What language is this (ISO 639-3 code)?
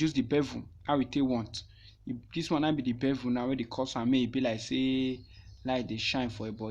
pcm